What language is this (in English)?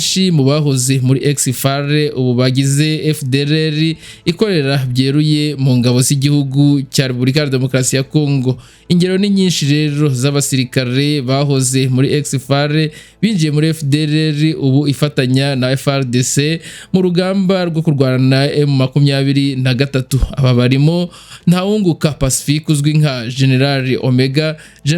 Kinyarwanda